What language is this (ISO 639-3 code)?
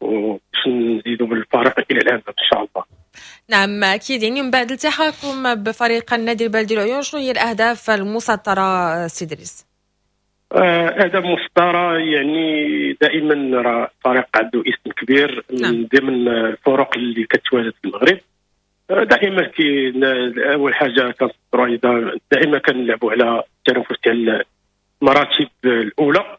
ary